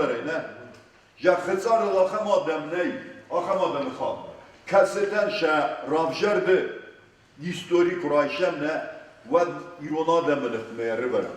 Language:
Ossetic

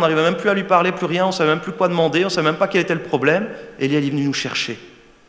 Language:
French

